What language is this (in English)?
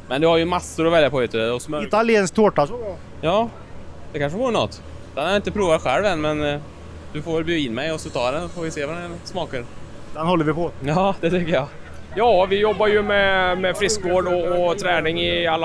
Swedish